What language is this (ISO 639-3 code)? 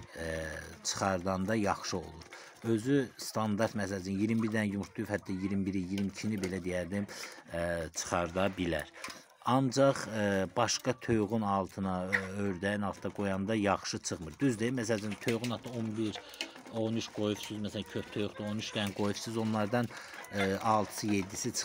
aze